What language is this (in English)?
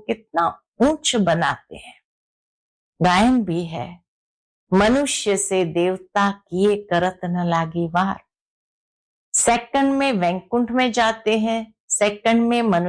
Hindi